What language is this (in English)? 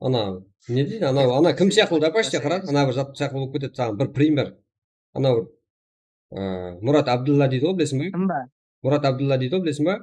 Kara-Kalpak